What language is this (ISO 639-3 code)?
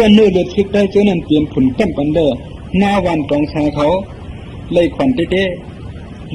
shn